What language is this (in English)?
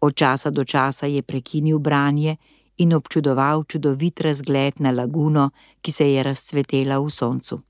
Slovenian